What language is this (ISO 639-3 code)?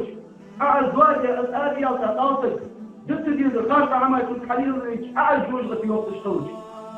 inh